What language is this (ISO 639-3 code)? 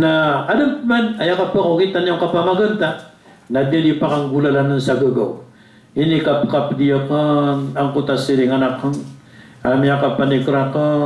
mrw